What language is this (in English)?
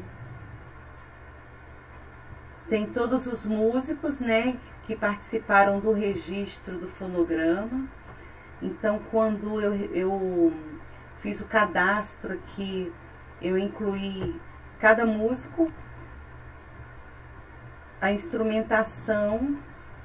Portuguese